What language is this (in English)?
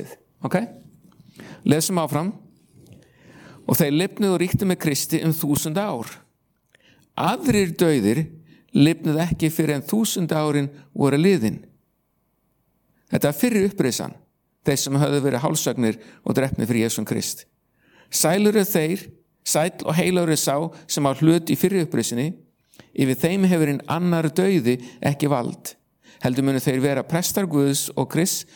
Icelandic